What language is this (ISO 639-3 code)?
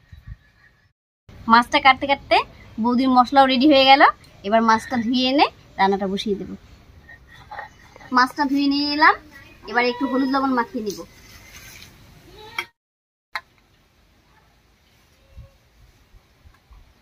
ben